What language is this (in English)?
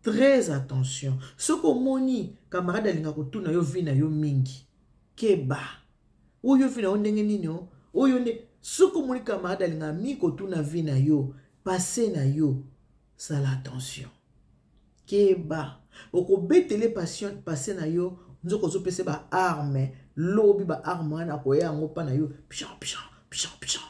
Lingala